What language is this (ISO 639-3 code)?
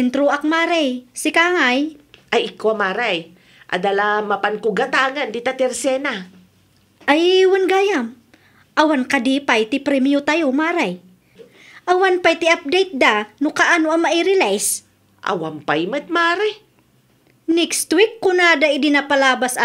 ilo